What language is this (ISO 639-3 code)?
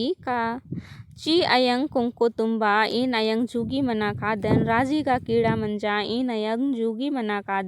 kru